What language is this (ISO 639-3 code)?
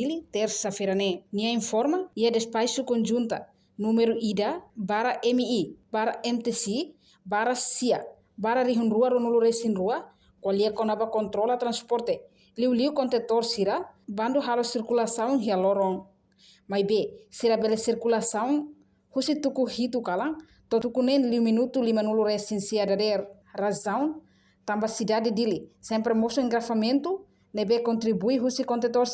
tet